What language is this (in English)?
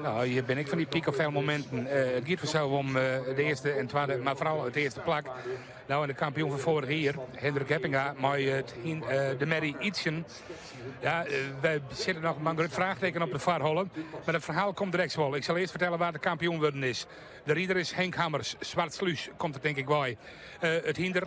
Western Frisian